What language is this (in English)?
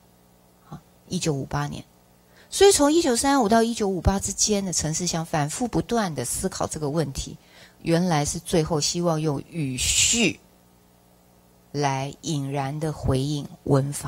Chinese